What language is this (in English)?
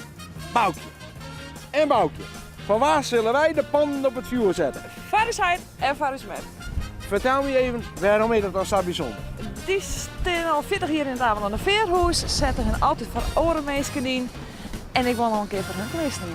Western Frisian